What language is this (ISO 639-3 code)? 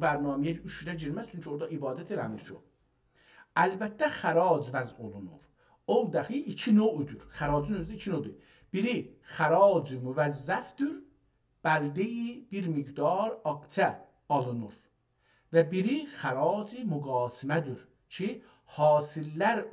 azb